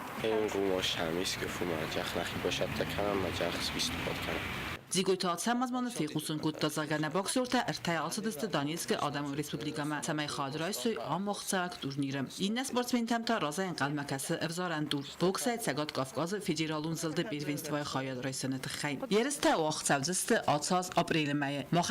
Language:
Ossetic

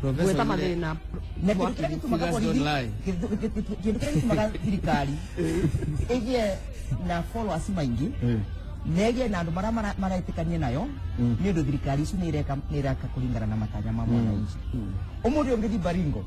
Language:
Kikuyu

